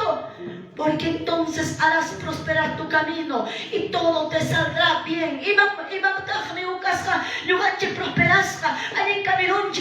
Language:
Quechua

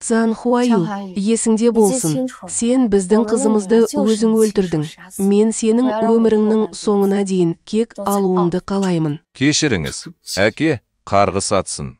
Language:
Kazakh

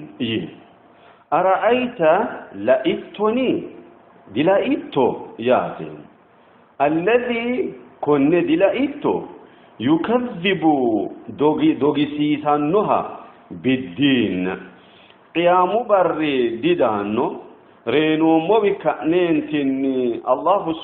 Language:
Sidamo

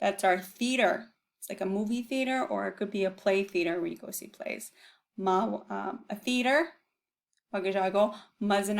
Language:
Chippewa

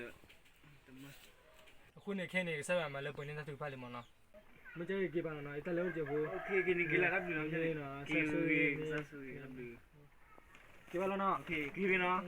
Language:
S'gaw Karen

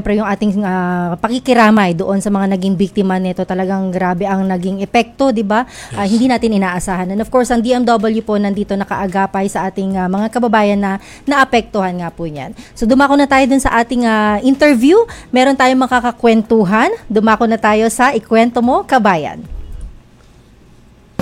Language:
Filipino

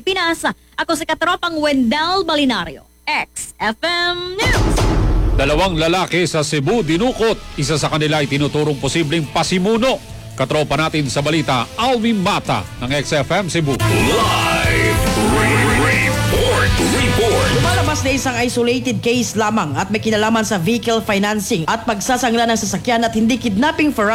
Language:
Filipino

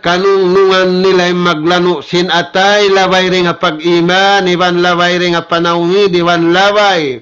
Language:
Tausug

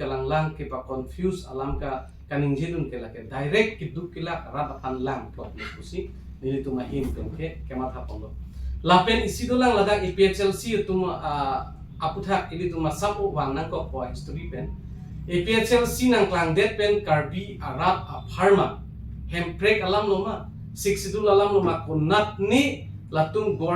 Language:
Karbi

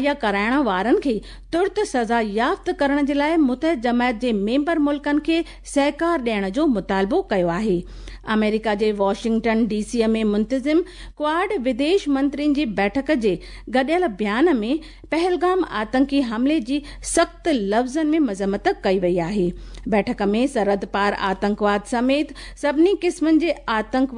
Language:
Sindhi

